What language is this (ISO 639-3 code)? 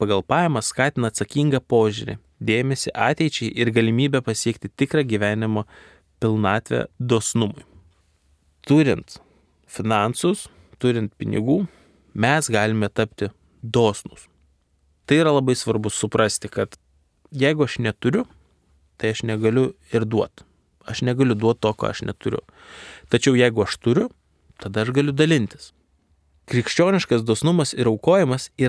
lit